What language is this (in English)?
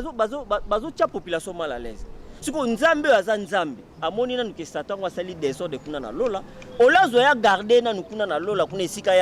Lingala